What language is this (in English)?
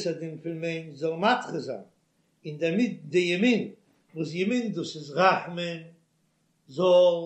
Yiddish